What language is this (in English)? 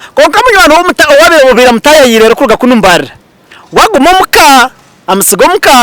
Nyankole